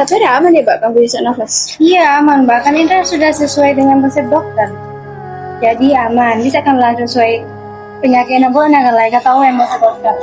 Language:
Madurese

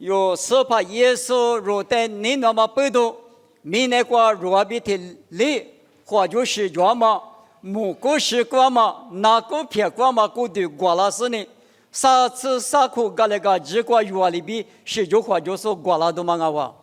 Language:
Lisu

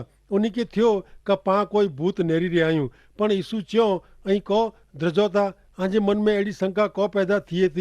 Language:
Kachhi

